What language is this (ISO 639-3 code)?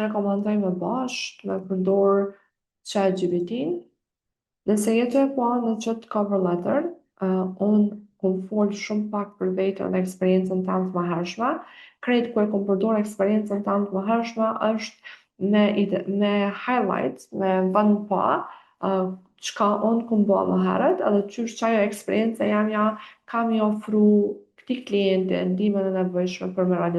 sqi